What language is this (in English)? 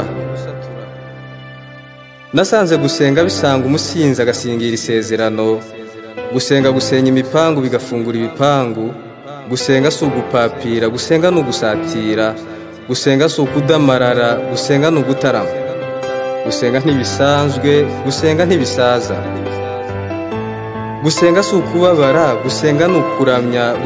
Kinyarwanda